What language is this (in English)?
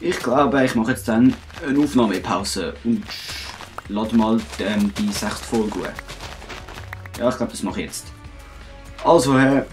Swiss German